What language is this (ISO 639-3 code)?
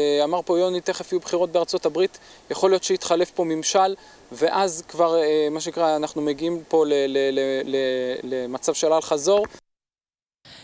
heb